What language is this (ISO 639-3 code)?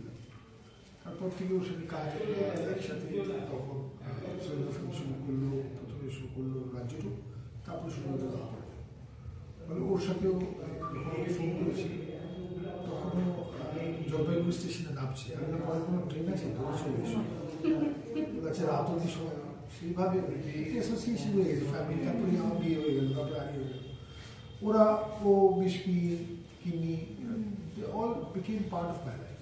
ben